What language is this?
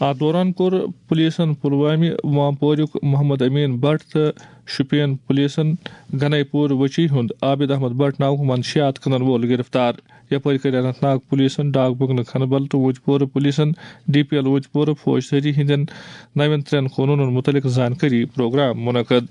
Kashmiri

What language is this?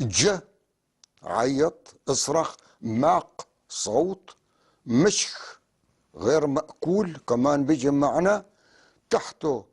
North Levantine Arabic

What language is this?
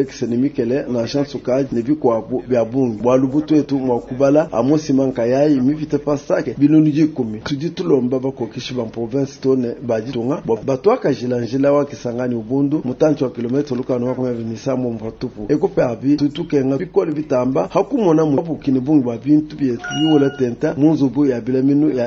Luba-Lulua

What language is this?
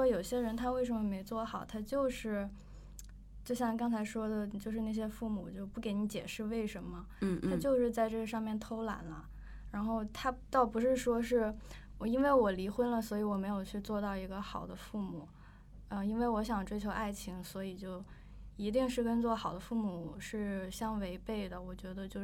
Chinese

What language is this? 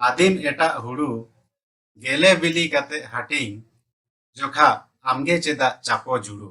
Santali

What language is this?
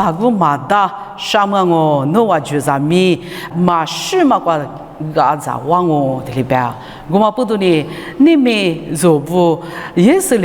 Lisu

